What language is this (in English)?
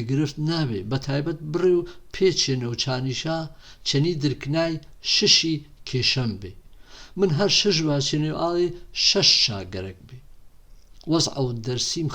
Gurani